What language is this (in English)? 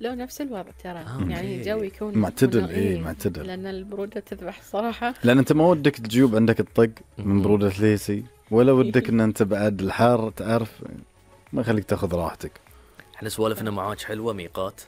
Gulf Arabic